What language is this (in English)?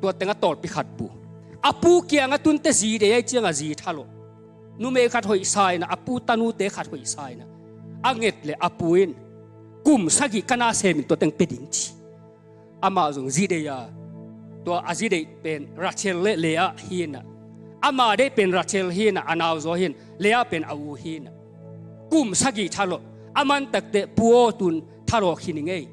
Tedim Chin